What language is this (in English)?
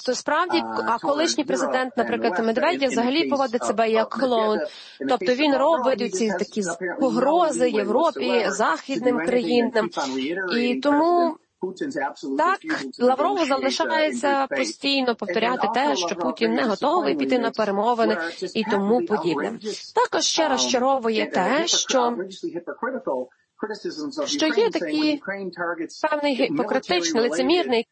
Ukrainian